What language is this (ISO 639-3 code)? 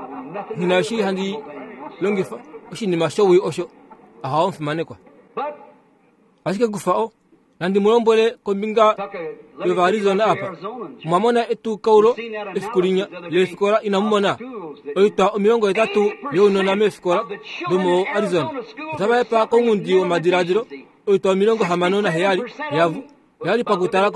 kua